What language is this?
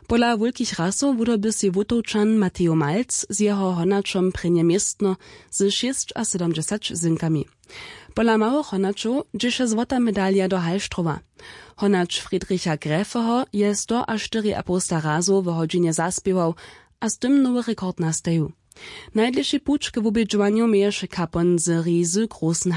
Upper Sorbian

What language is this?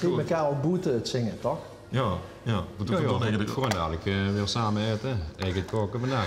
Limburgish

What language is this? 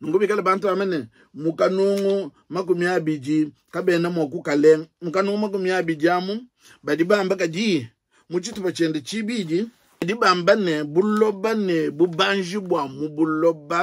Luba-Lulua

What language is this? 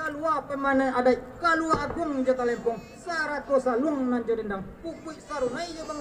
Minangkabau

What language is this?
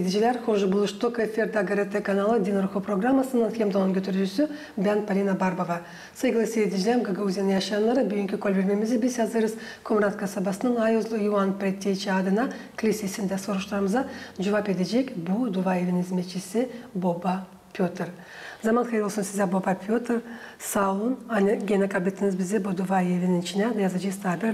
Gagauz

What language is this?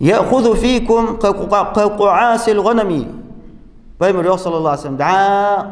Ingush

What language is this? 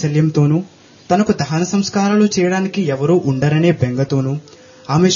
Telugu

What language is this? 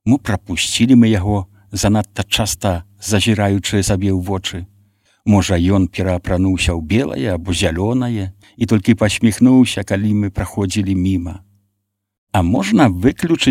Belarusian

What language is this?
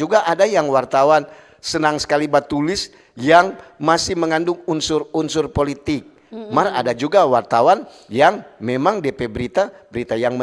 Manado Malay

